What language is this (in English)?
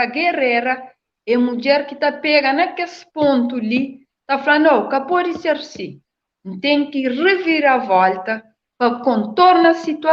Kabuverdianu